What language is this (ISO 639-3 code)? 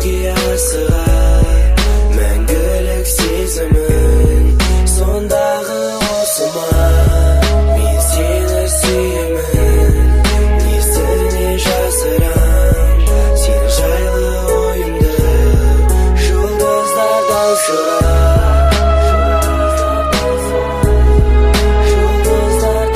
kaz